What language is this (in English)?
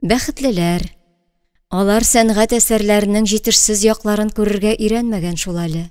Tatar